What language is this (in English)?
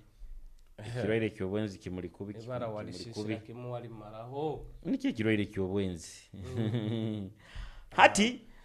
Nyoro